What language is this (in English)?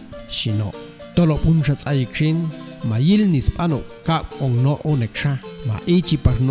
Popti'